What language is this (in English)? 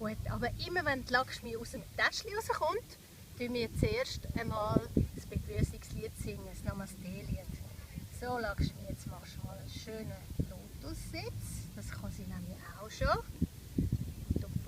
Swiss German